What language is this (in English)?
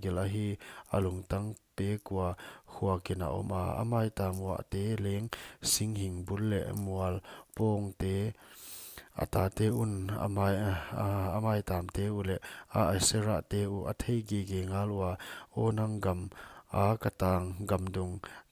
Paite Chin